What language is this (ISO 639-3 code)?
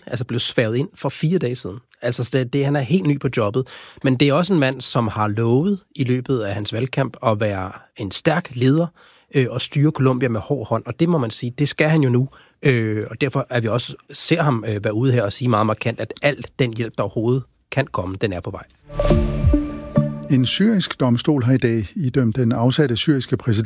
dan